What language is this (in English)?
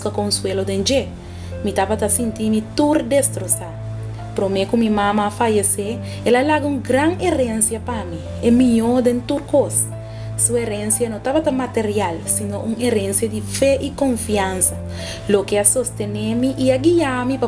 Papiamento